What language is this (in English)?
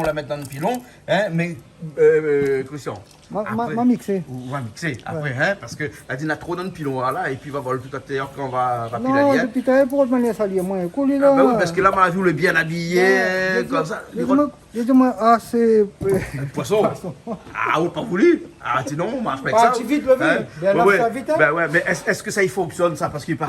Réunion Creole French